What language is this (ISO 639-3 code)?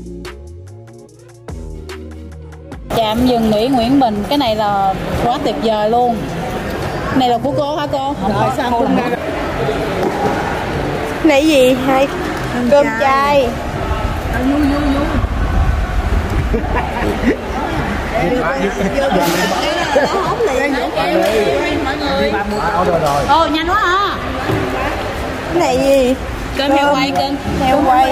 vie